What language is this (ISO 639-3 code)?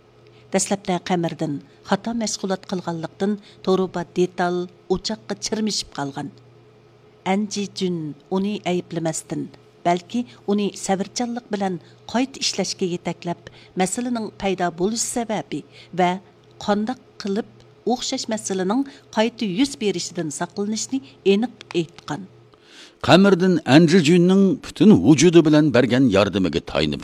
uig